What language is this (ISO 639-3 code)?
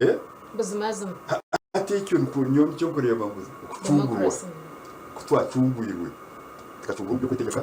nyn